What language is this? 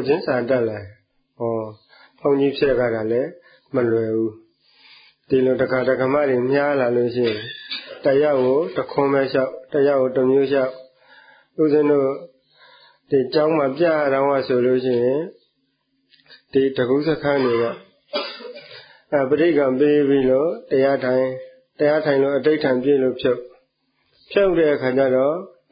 Burmese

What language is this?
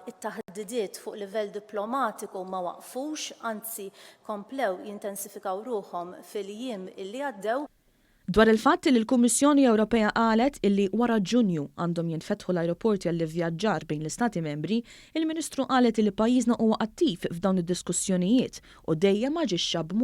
Maltese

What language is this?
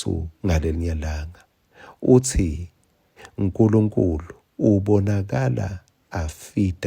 Swati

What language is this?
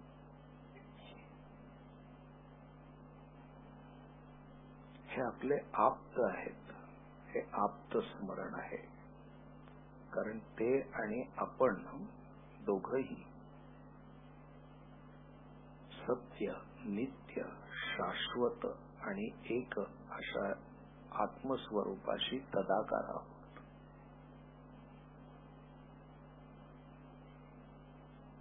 Marathi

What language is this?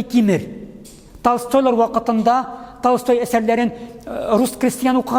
Tatar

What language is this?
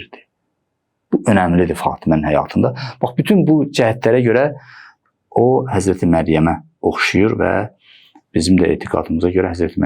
Azerbaijani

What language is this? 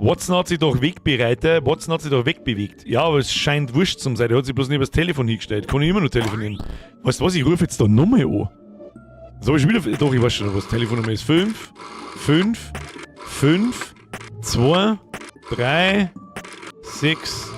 Bavarian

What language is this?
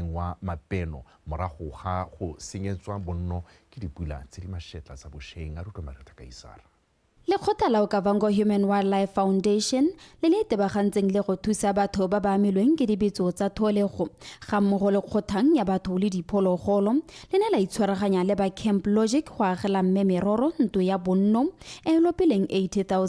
Tswana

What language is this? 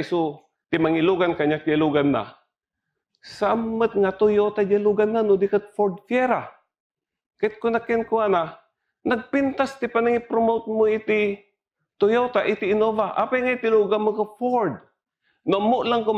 Iloko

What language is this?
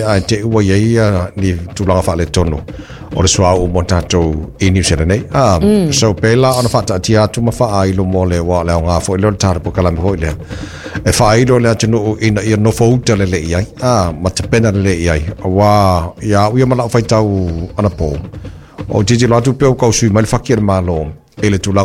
Samoan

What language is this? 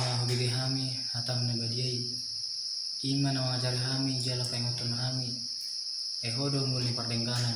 Batak Toba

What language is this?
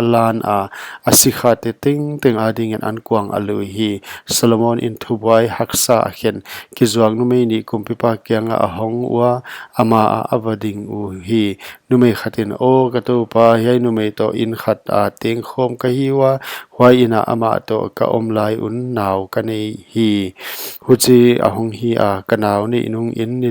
Paite Chin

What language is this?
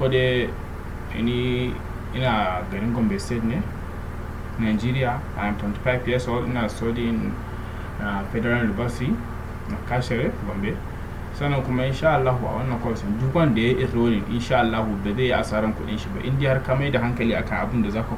Hausa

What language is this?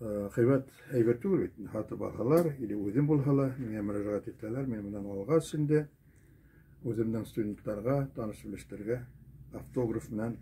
Bashkir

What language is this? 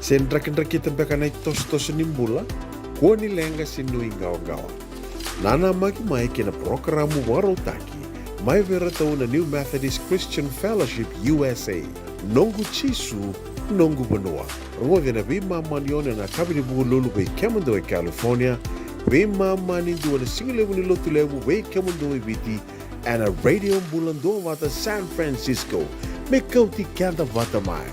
Fijian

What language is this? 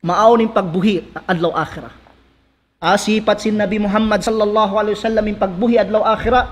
Tausug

